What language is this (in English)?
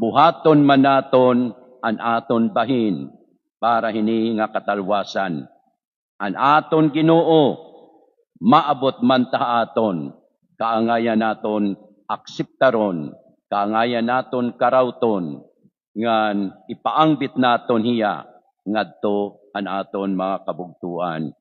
Waray